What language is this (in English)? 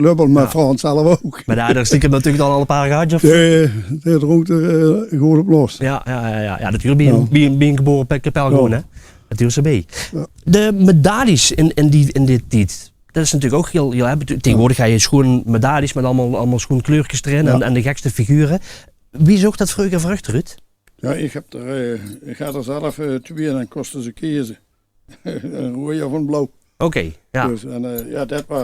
Limburgish